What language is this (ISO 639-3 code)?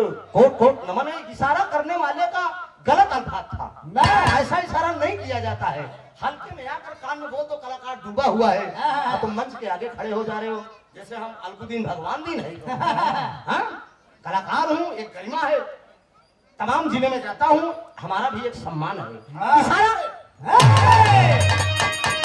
bho